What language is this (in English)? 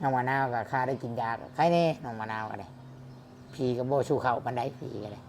Northeastern Thai